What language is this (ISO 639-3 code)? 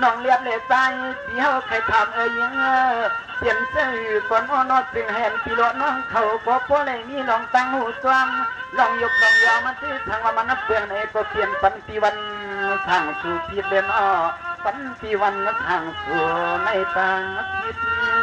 shn